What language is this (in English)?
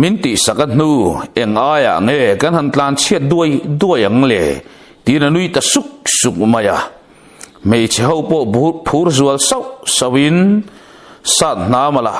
Mizo